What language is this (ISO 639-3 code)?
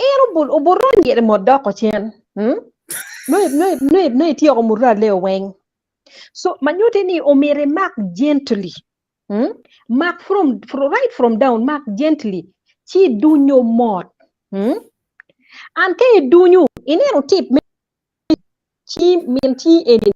ach